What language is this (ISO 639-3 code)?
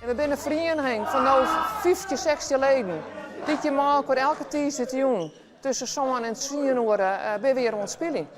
fry